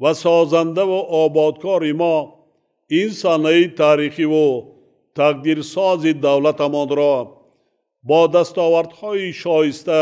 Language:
Tajik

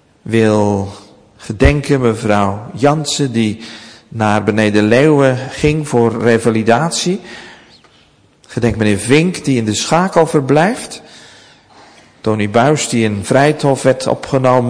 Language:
Dutch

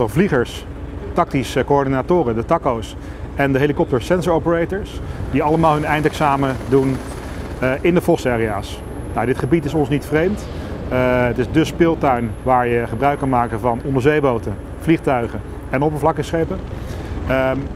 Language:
Dutch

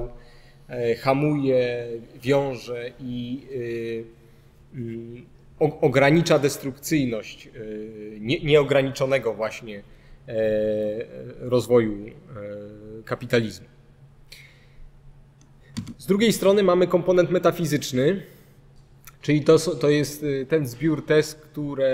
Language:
Polish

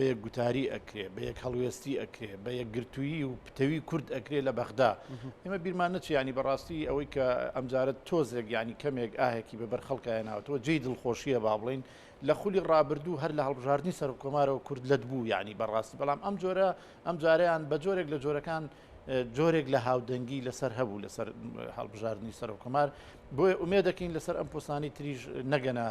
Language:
Central Kurdish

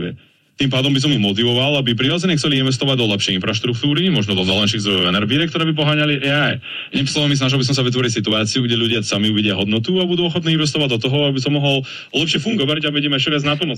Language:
Slovak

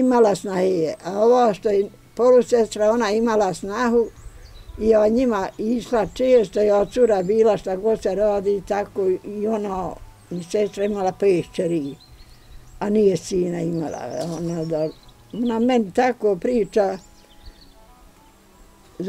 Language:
Bosnian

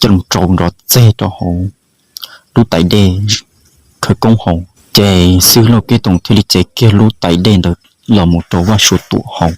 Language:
Hmong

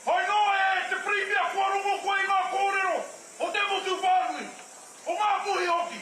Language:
Māori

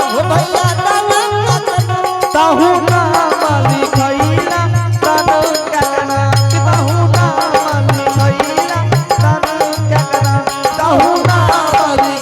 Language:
Angika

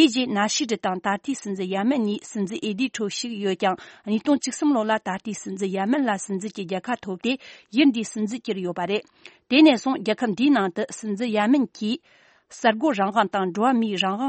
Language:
Tibetan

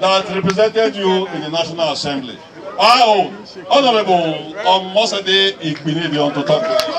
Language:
Nigerian Pidgin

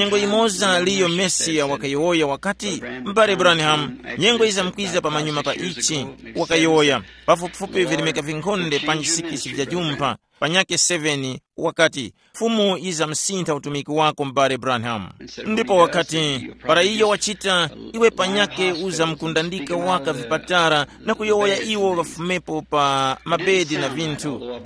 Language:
Tumbuka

